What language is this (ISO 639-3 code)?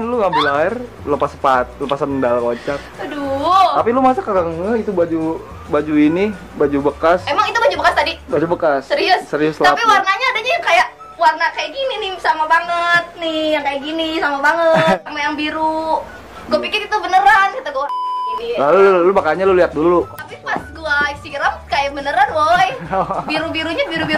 bew